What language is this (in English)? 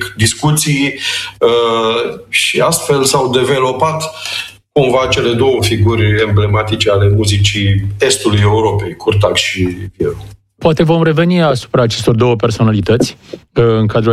Romanian